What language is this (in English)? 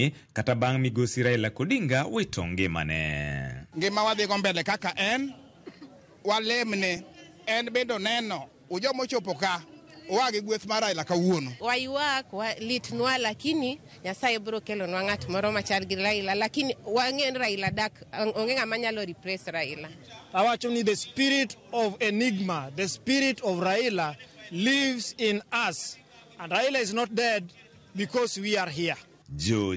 Luo (Kenya and Tanzania)